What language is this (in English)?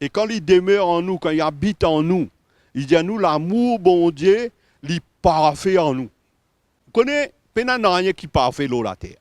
Morisyen